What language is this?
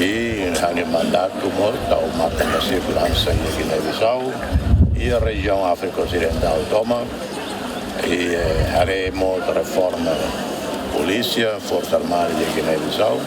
Tetum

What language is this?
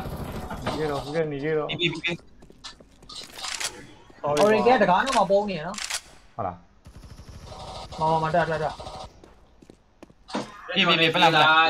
Burmese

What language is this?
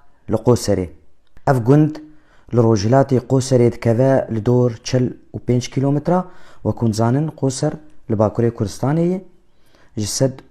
Kurdish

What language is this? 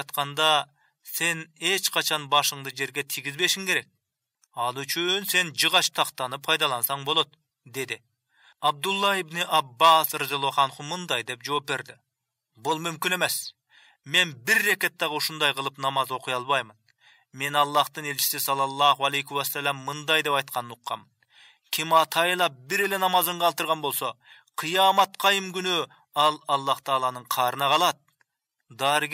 Kyrgyz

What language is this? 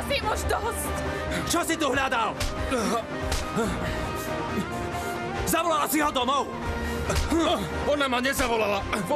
Slovak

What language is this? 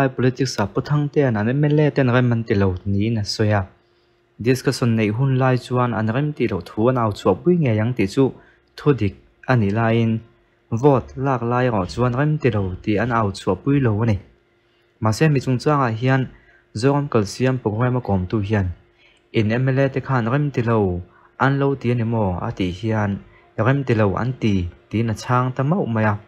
Mizo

